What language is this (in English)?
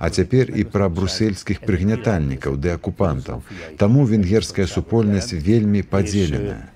Belarusian